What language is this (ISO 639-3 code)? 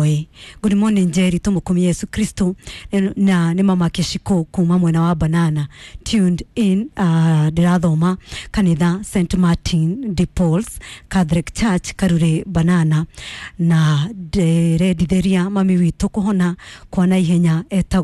kik